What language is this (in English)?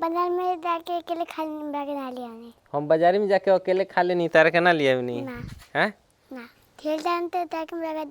Bhojpuri